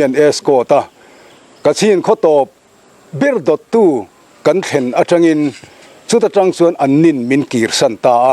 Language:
Mizo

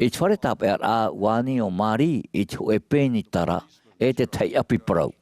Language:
Tahitian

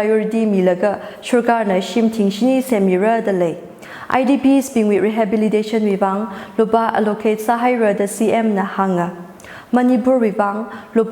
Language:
Tangkhul Naga (India)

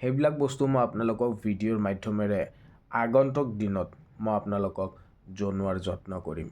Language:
Assamese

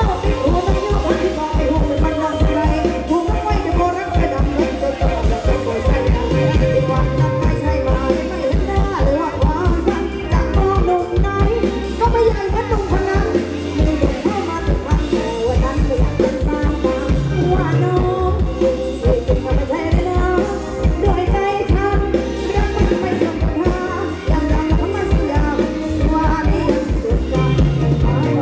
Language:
Thai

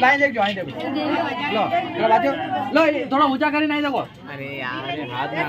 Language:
Rajasthani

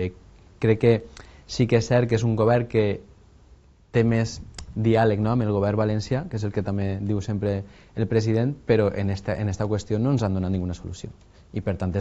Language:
Catalan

